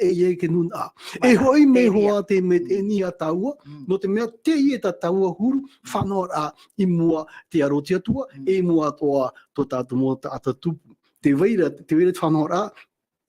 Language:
Tahitian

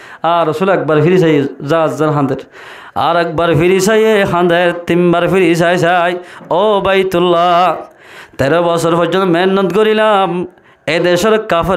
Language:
Rohingya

